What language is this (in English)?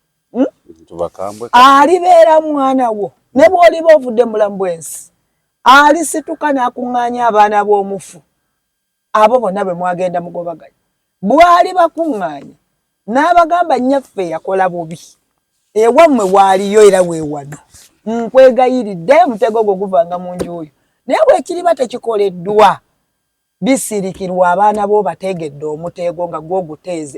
Ganda